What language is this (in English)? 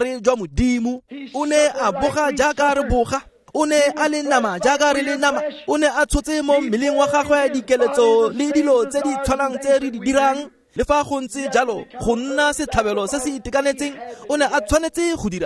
Tswana